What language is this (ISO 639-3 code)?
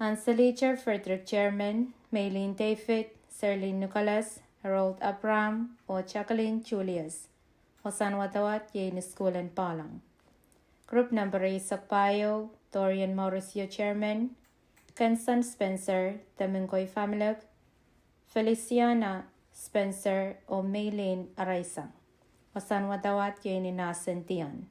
pon